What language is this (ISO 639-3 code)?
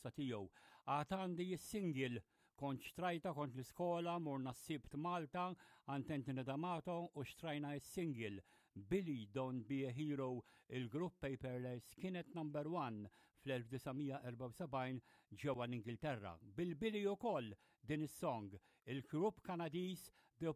mlt